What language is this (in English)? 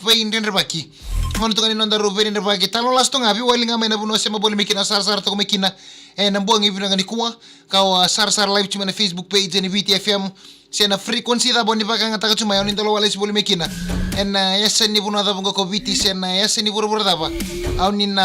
Fijian